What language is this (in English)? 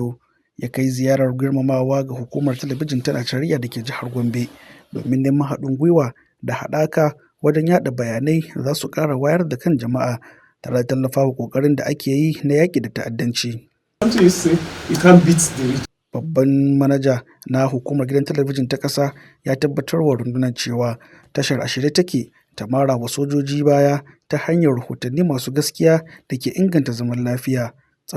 Hausa